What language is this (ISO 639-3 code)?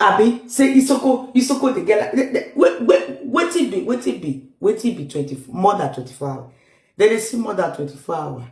pcm